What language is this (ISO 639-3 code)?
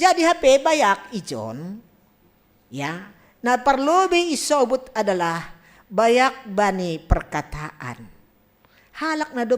bts